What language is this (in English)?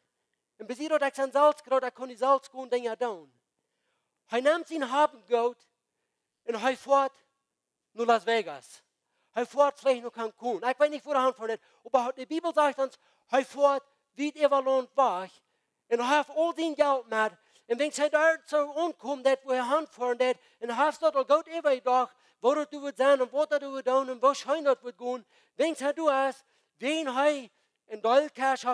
Plautdietsch